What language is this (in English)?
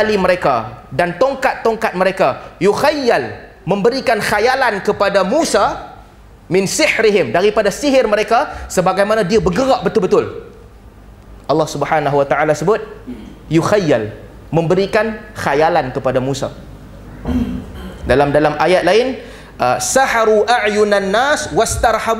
Malay